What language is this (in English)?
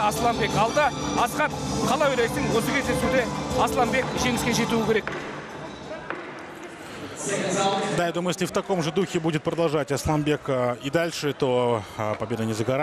Kazakh